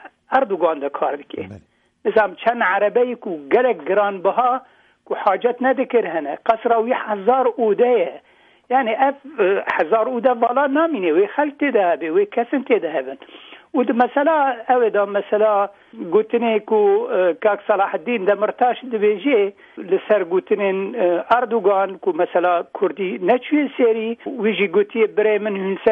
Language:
Kurdish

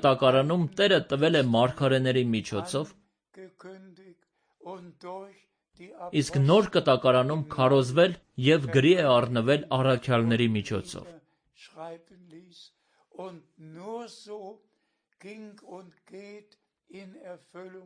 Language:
Armenian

